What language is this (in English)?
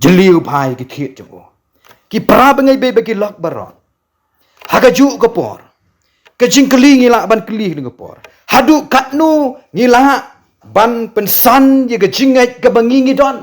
Khasi